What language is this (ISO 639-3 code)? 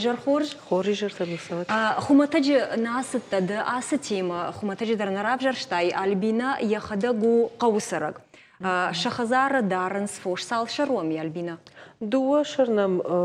oss